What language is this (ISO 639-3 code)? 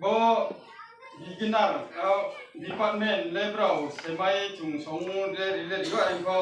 ria